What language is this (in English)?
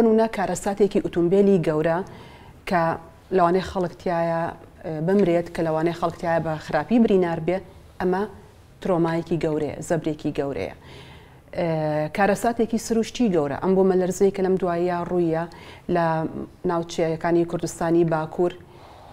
Central Kurdish